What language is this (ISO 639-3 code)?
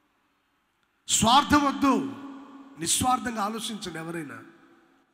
tel